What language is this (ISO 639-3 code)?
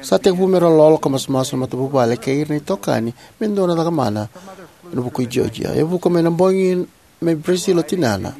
fij